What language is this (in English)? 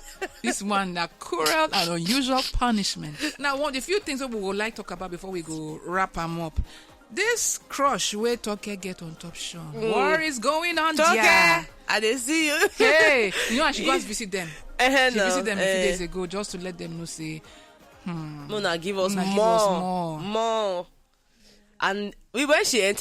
Nigerian Pidgin